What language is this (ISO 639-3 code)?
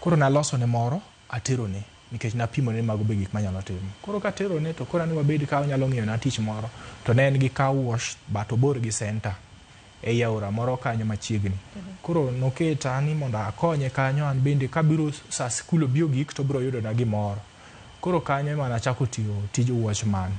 luo